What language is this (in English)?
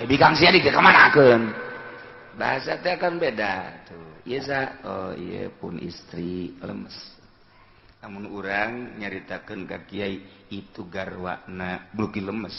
Sundanese